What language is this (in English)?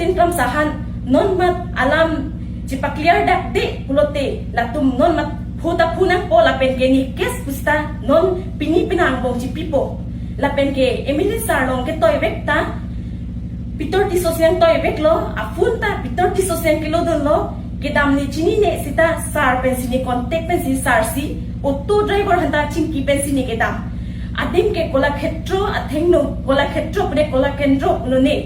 Karbi